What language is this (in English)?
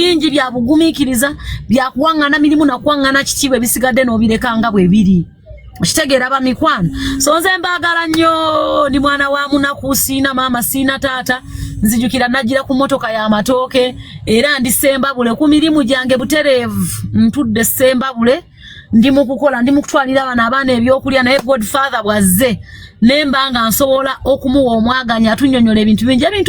Ganda